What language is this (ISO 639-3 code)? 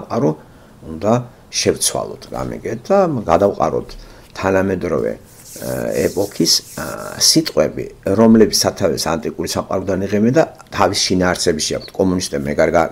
kat